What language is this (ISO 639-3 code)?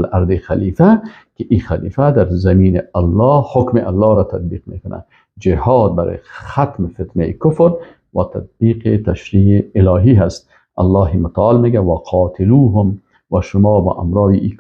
fas